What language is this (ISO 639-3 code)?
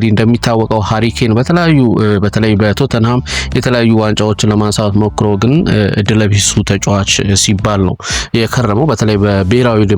amh